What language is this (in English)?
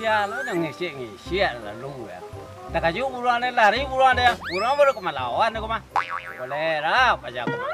Minangkabau